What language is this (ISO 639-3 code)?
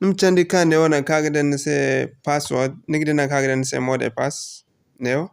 dje